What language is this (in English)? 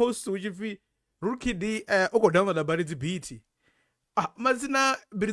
Venda